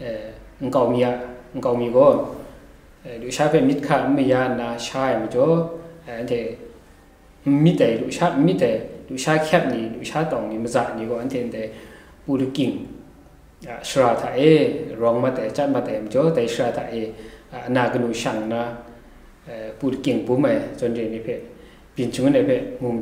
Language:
Kachin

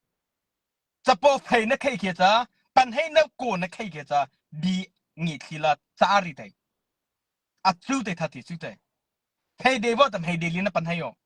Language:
Mara Chin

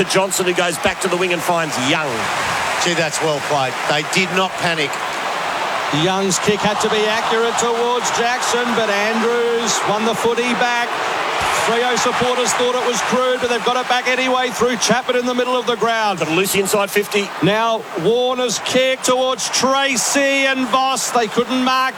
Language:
English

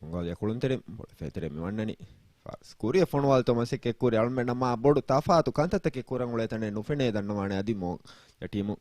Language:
Divehi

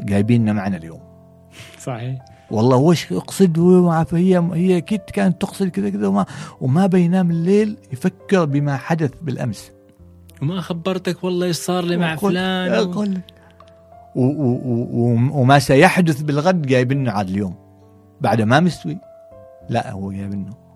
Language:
Gulf Arabic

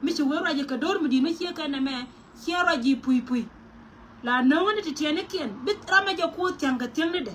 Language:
Nuer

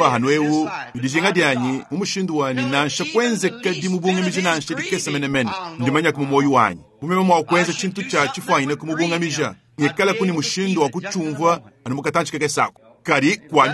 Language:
Luba-Lulua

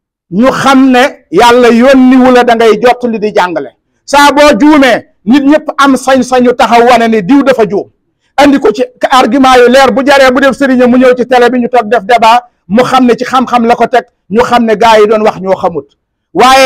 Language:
Wolof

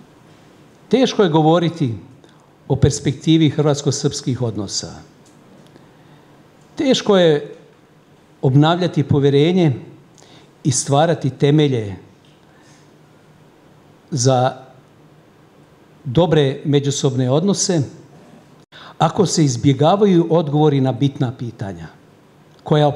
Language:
Croatian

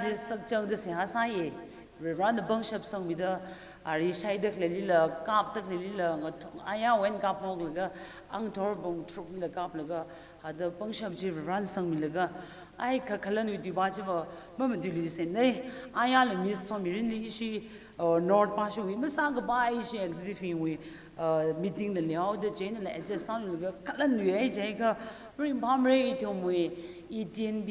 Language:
Tangkhul Naga (India)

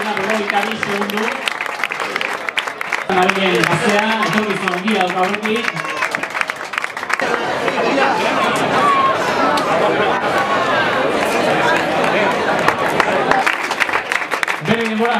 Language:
Basque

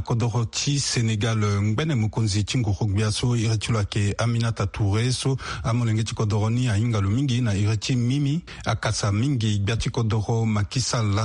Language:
Sango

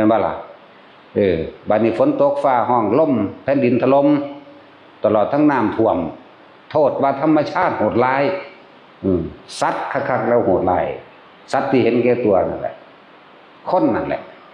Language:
Northeastern Thai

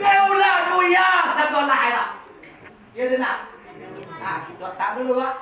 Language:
Minangkabau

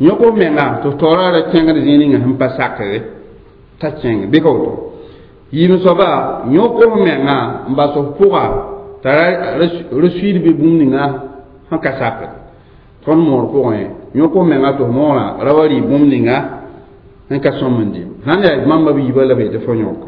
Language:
Mossi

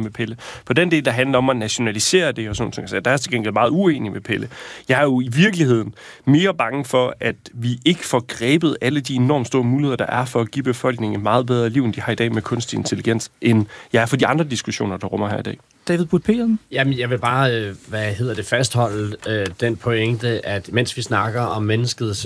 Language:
Danish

